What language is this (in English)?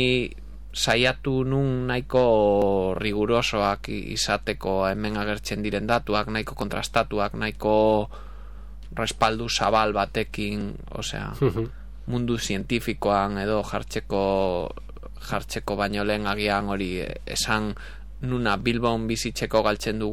Basque